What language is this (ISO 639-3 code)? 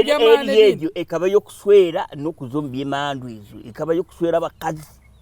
nyn